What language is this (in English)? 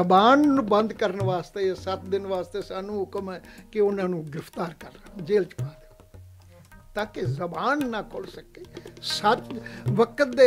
Punjabi